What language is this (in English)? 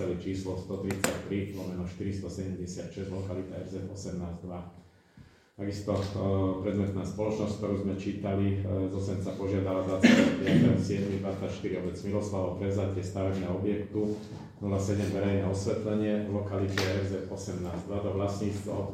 Slovak